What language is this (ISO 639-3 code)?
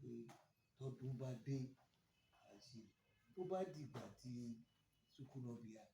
yor